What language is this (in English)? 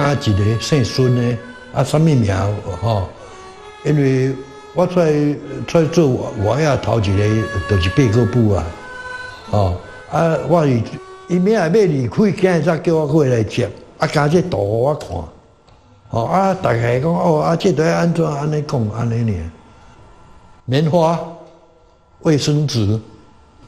Min Nan Chinese